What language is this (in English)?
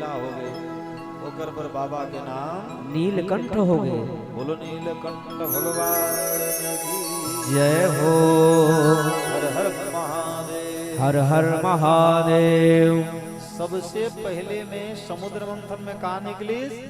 Chhattisgarhi